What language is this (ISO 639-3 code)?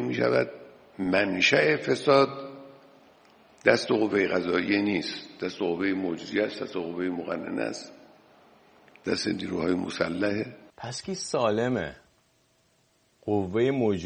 fas